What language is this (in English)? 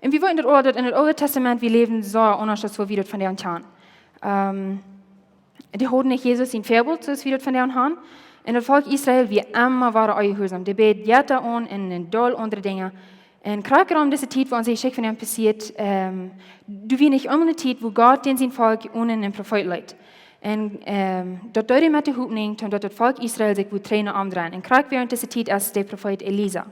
Plautdietsch